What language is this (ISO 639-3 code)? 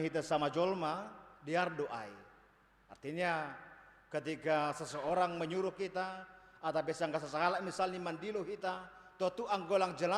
bts